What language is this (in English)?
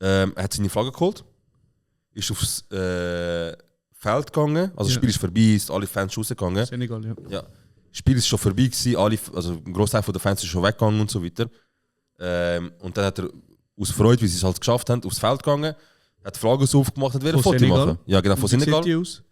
Swiss German